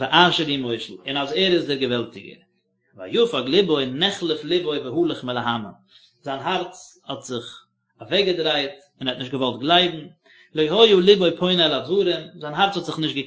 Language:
Yiddish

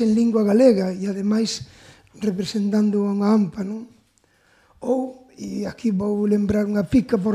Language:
Galician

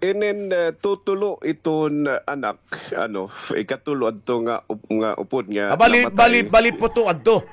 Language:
Waray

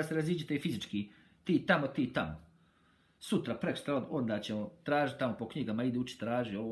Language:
Bosnian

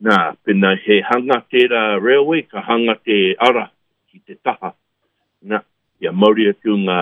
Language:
Māori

